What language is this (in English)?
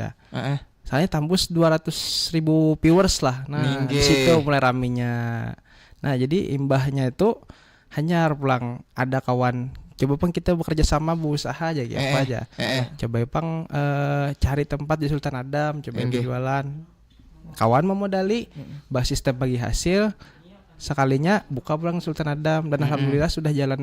Banjar